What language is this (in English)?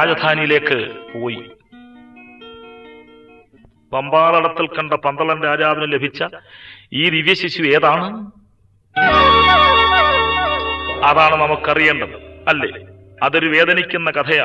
Malayalam